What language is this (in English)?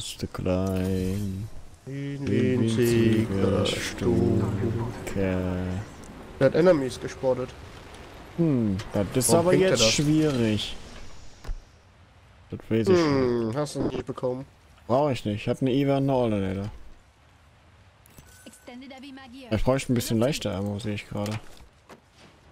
German